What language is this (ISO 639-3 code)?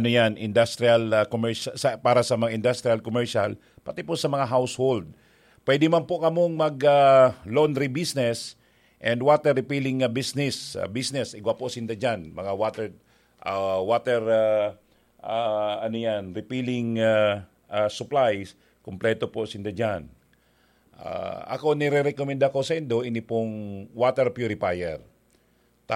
bik